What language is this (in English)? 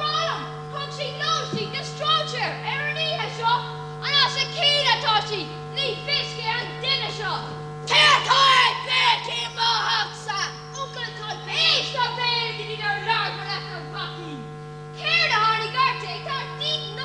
Irish